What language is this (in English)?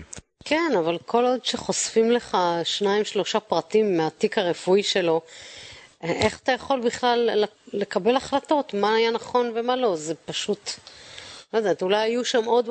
Hebrew